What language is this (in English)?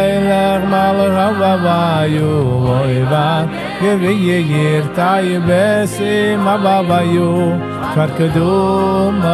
Yiddish